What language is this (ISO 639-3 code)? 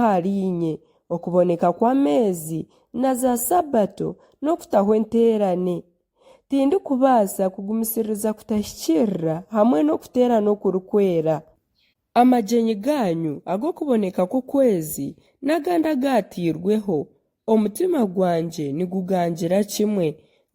nyn